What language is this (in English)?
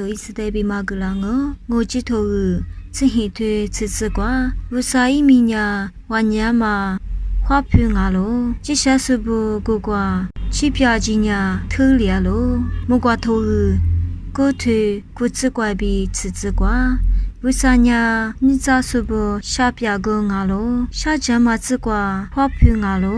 Lisu